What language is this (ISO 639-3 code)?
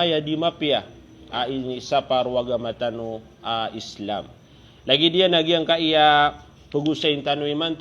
mrw